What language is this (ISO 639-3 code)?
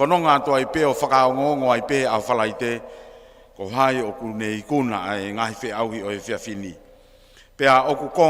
ton